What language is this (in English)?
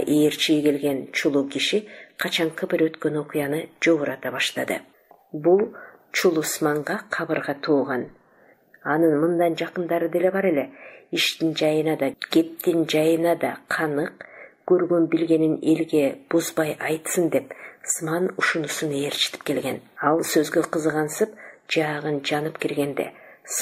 Kyrgyz